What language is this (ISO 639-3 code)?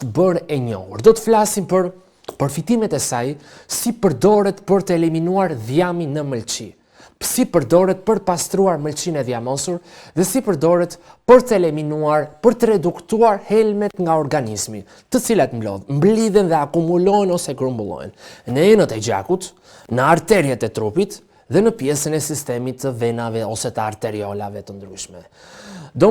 sqi